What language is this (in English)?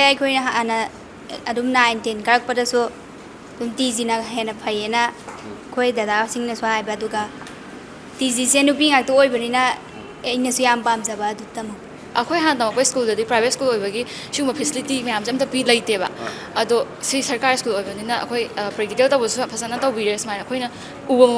Manipuri